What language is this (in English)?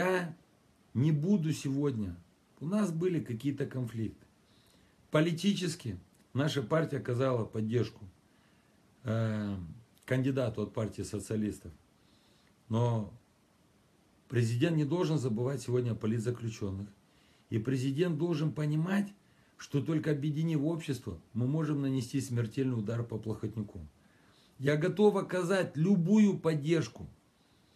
Russian